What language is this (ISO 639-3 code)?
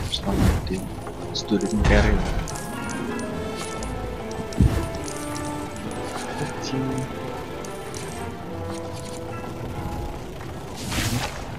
ind